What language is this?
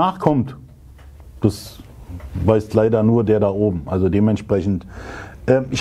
German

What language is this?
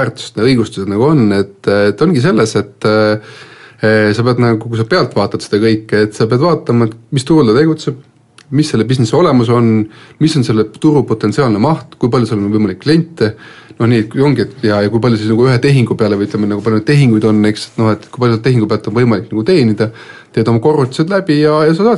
Estonian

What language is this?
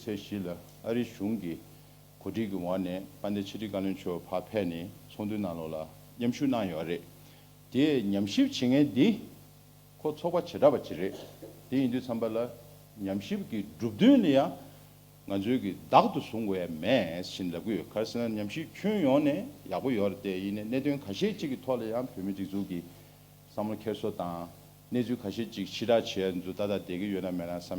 Tibetan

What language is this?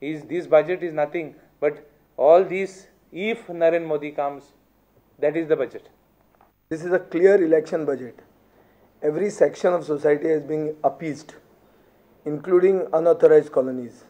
Konkani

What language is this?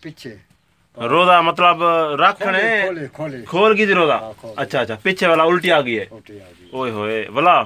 Saraiki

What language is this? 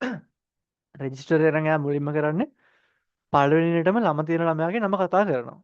Sinhala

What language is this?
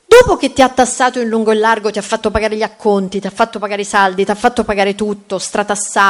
Italian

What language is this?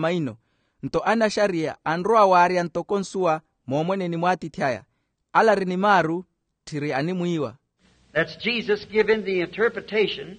Makhuwa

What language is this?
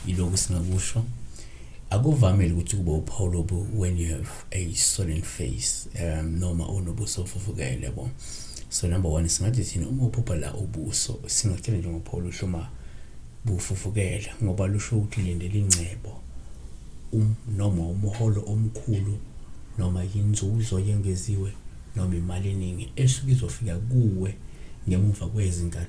Zulu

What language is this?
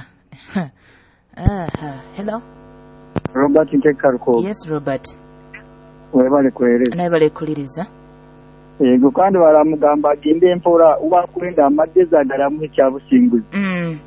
Nyoro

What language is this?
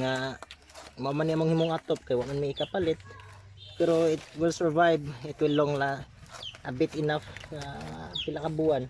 Cebuano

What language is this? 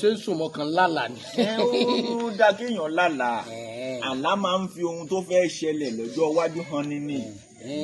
Yoruba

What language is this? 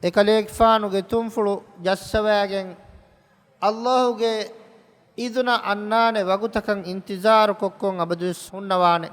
Divehi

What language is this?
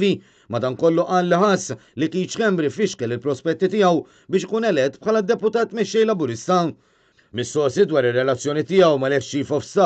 Maltese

